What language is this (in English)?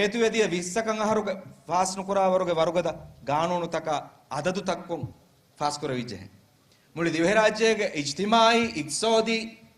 Divehi